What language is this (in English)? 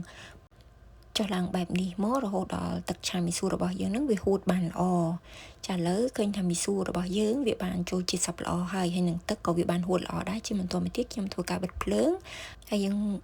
Khmer